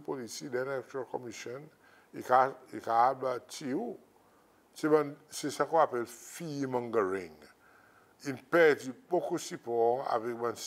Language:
Seselwa Creole French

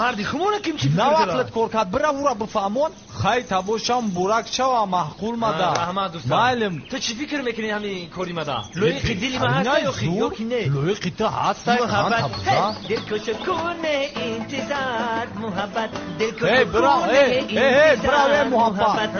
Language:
Tajik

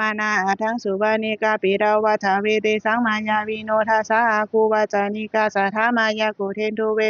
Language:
Pali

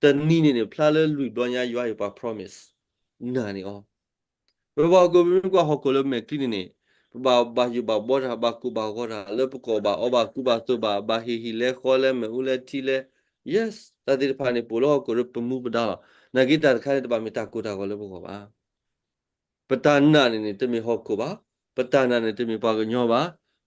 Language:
S'gaw Karen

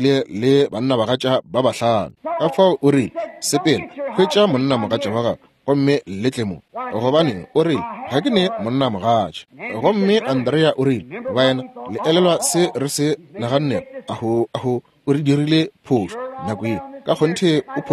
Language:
Northern Sotho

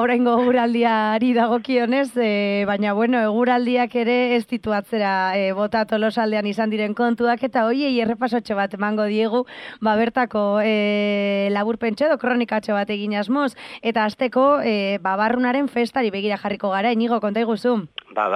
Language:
Basque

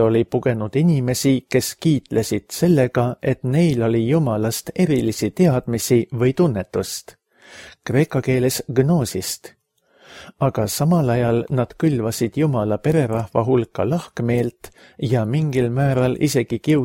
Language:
Estonian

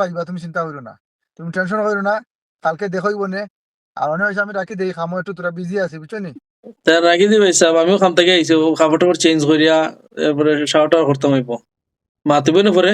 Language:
Sylheti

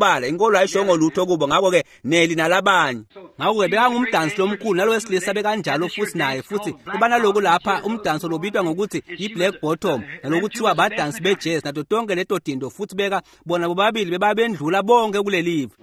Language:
Swati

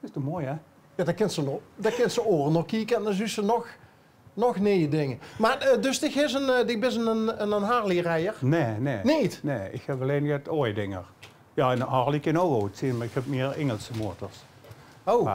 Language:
Limburgish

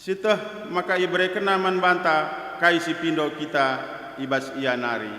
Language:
Batak Karo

